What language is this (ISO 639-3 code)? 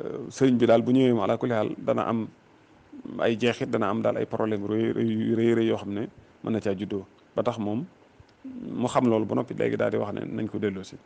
wol